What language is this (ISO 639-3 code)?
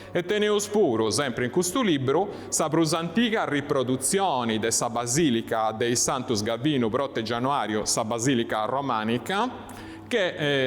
srd